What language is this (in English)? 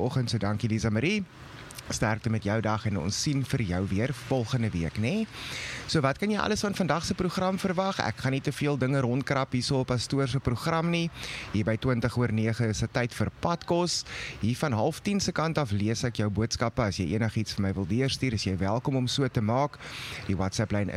Afrikaans